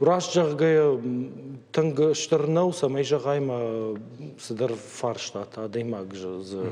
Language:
Ossetic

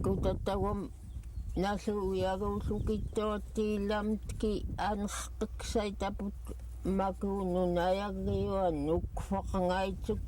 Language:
Central Yupik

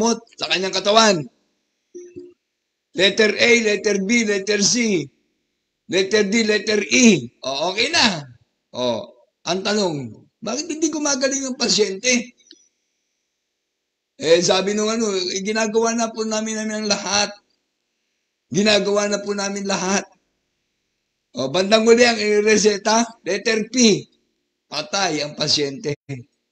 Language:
Filipino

